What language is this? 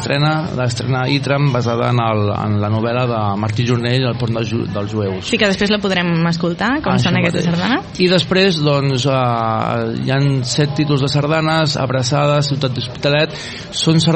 Catalan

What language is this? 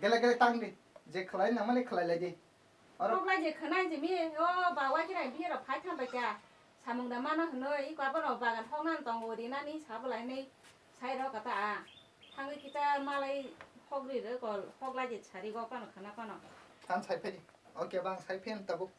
Kok Borok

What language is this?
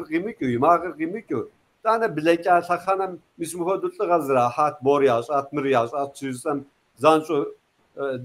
Kabardian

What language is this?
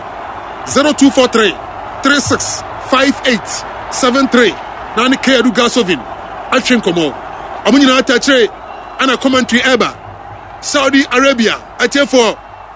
Akan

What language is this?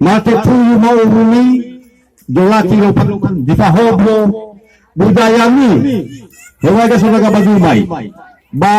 Nias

